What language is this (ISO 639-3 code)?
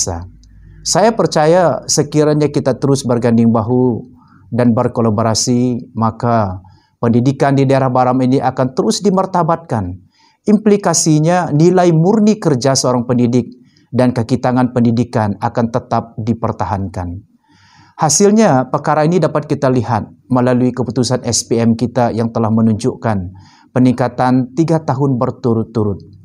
msa